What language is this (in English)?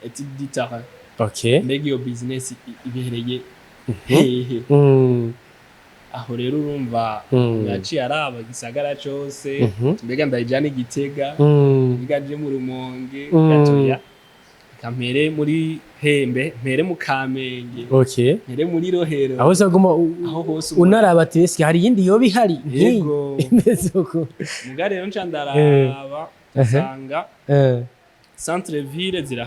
Rundi